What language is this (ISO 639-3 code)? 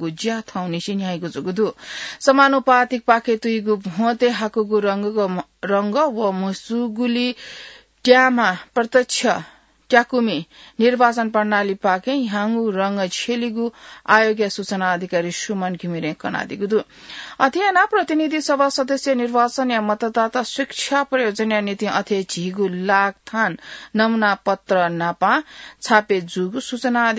new